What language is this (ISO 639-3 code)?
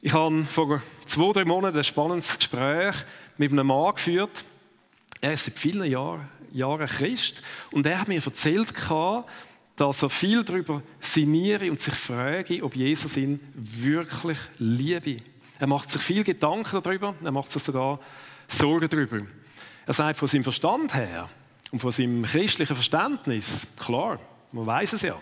gsw